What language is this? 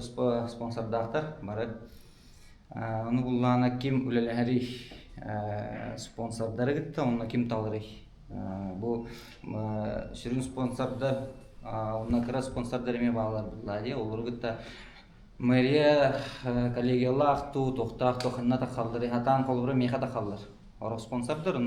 Yakut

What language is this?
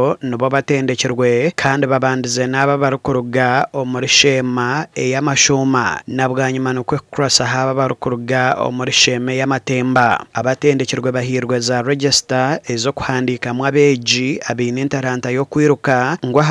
Nyankole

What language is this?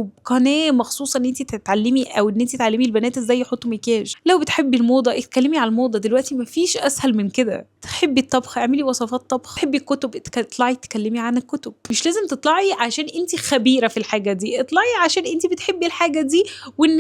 Egyptian Arabic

